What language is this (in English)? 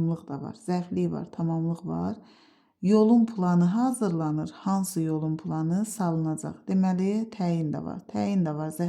Azerbaijani